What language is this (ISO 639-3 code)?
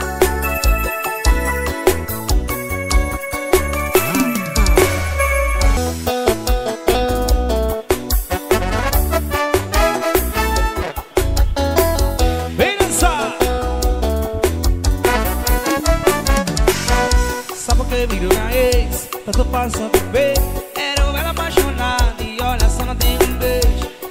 por